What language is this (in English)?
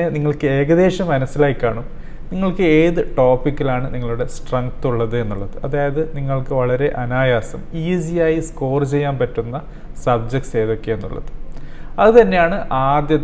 Malayalam